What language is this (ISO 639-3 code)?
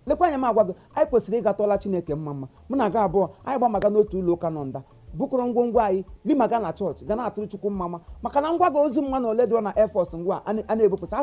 ibo